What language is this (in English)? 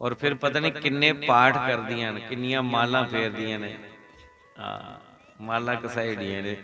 Dogri